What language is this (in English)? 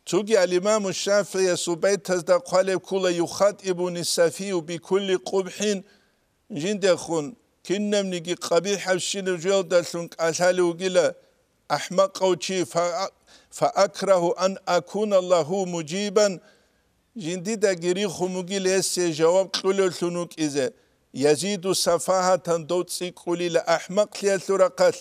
Avaric